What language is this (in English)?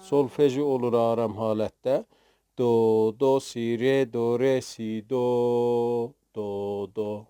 South Azerbaijani